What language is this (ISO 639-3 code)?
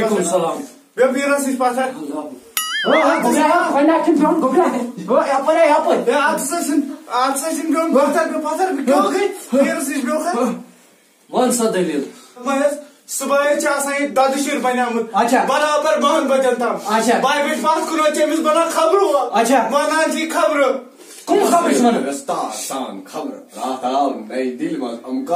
kas